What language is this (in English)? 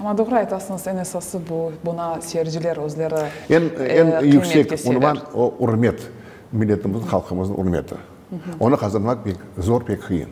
Crimean Tatar